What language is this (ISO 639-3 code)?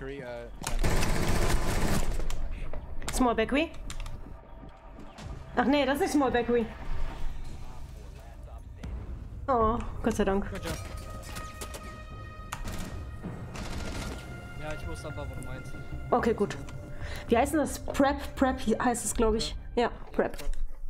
deu